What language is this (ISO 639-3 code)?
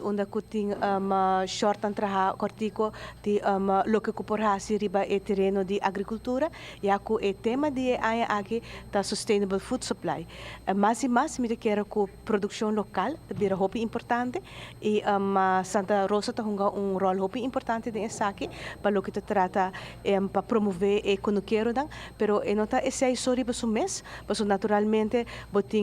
pap